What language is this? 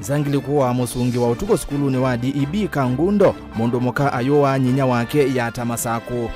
Kamba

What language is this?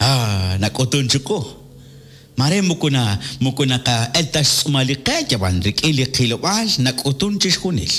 Kekchí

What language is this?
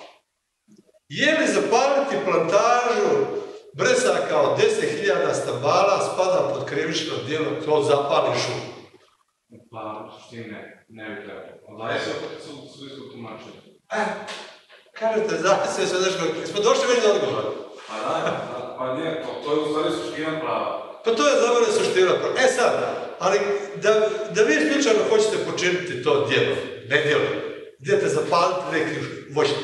Croatian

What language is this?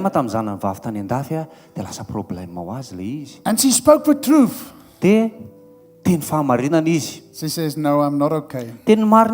Malagasy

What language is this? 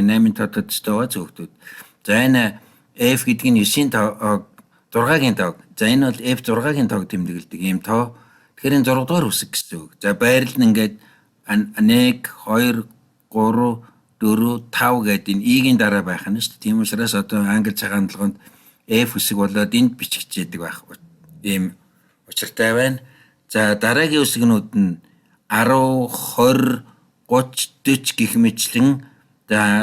Mongolian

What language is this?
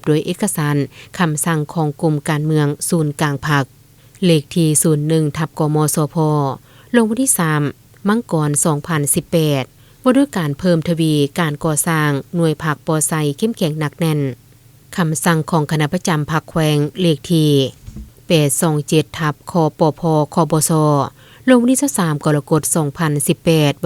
Lao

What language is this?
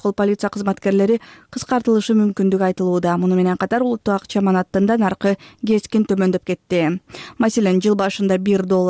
Kyrgyz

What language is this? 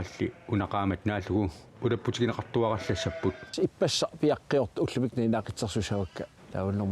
Kalaallisut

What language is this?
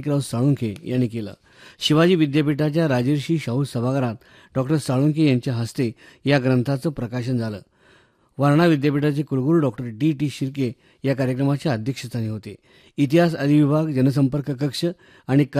Marathi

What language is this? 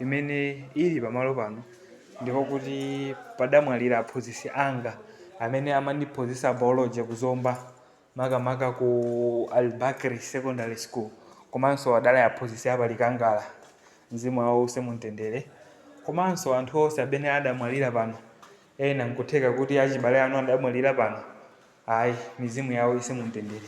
Nyanja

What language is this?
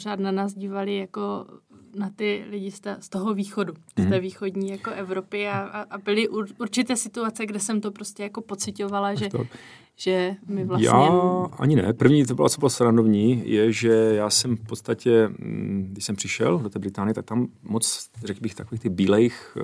Czech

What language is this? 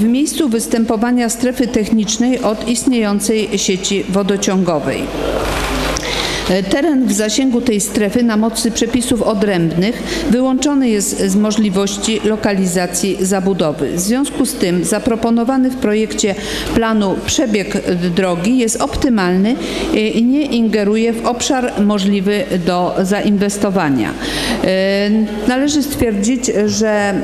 Polish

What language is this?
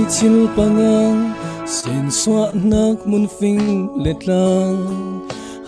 Falam Chin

